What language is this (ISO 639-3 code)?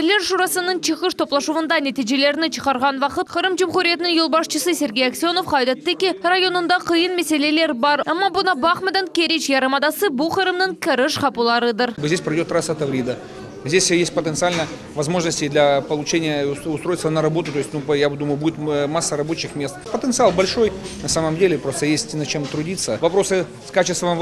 crh